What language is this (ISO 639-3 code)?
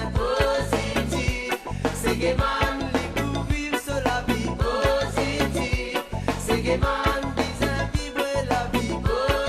mfe